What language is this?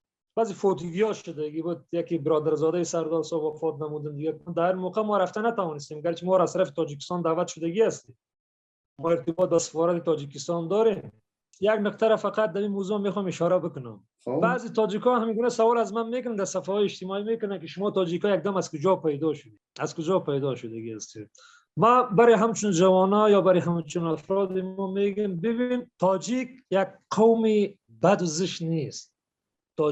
Persian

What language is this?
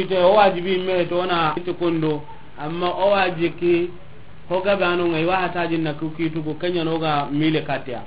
Soninke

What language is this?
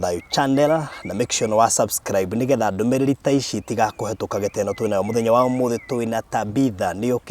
Kikuyu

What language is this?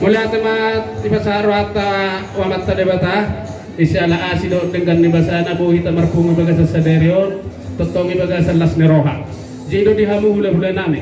Batak Toba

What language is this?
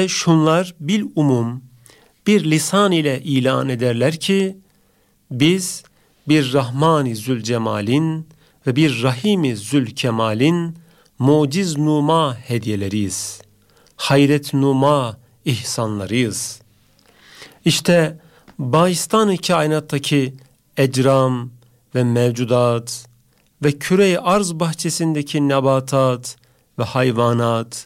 Turkish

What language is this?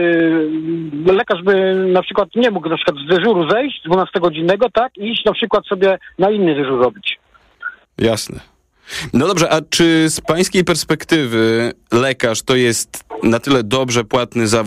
Polish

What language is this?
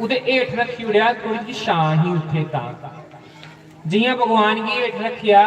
Dogri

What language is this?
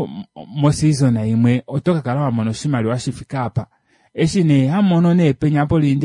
Kuanyama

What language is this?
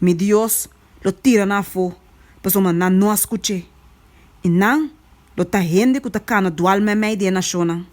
Papiamento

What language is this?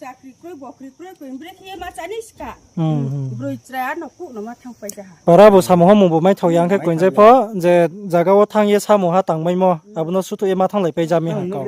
Riang (India)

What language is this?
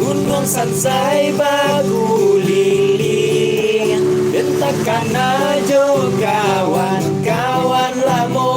Minangkabau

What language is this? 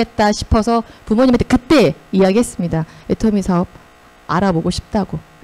Korean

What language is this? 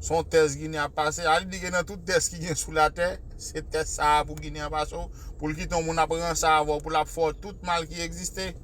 Haitian Creole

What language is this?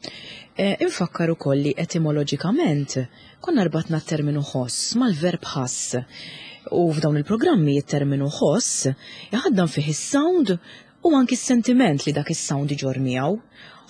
Maltese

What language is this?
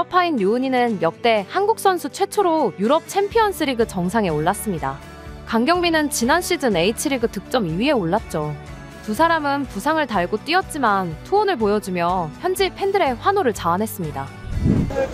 Korean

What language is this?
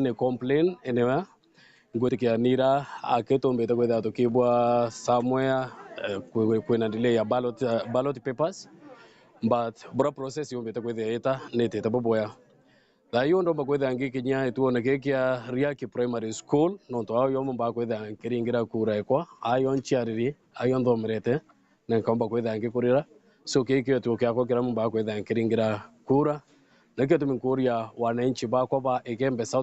Meru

